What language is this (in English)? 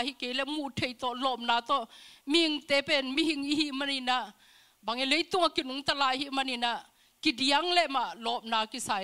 Tedim Chin